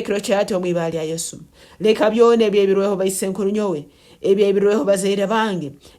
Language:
Nyankole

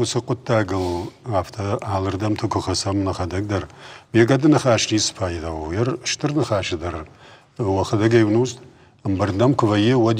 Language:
Ossetic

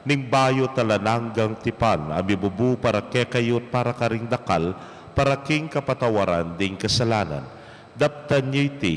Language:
Pampanga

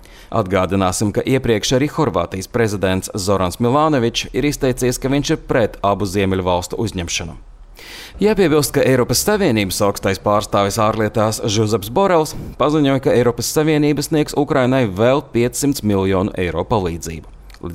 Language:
Latvian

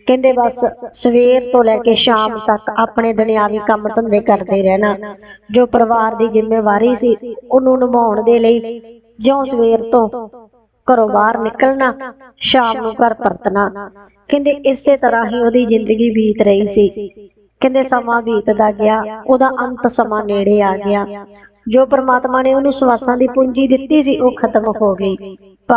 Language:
Punjabi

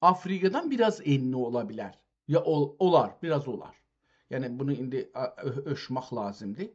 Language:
South Azerbaijani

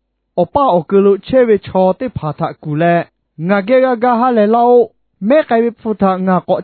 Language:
Lahu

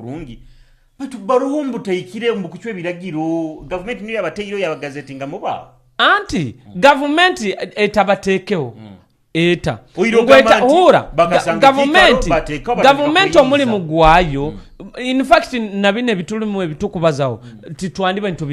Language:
Nyoro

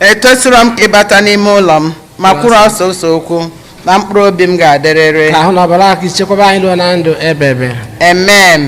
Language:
Igbo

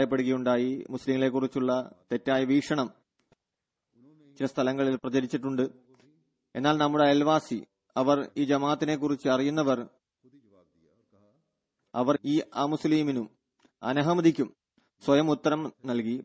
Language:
Malayalam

